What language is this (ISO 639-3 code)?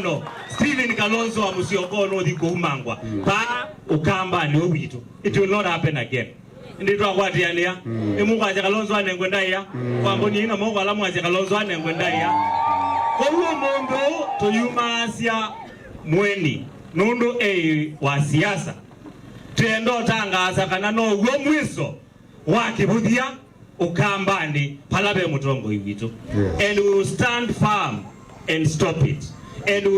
kam